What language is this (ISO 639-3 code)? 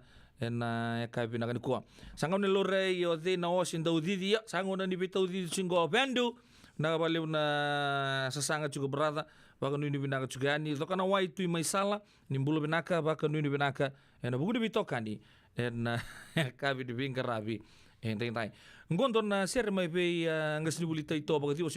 fij